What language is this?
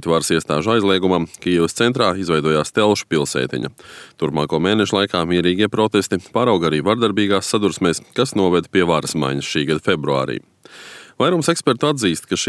Latvian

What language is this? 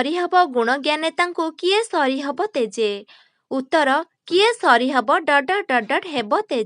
Odia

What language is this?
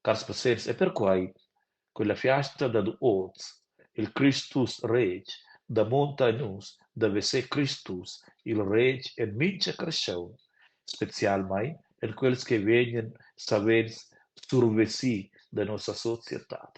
Romansh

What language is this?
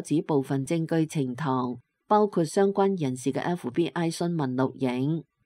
Cantonese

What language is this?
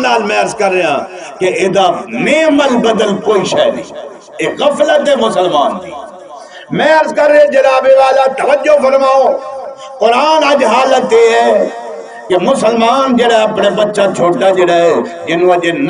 Saraiki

